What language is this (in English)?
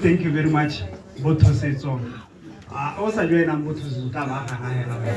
Tswana